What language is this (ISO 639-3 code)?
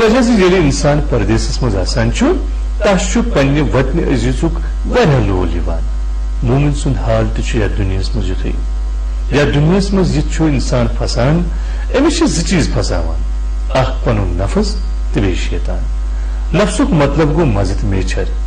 kas